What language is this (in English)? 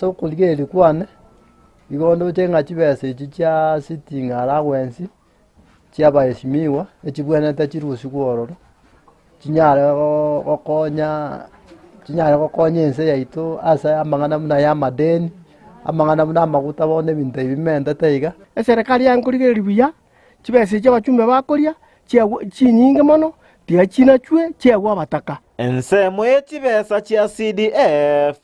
Gusii